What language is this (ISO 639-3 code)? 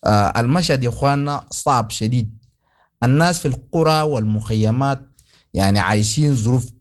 apd